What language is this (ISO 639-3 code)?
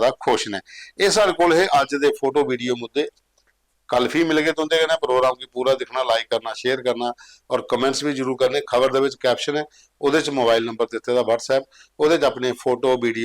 doi